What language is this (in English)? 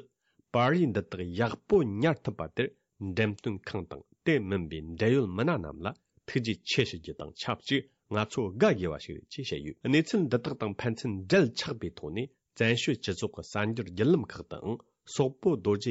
Tibetan